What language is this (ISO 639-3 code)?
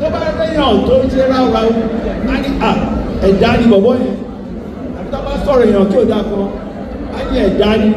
yor